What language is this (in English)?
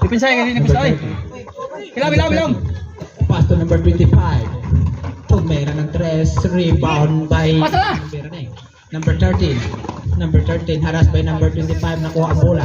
Cebuano